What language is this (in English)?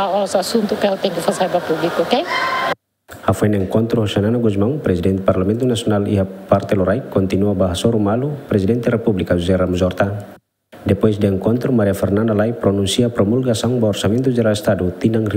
Tetum